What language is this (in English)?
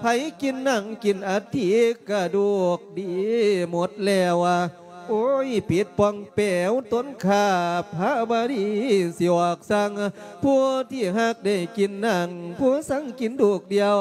Lao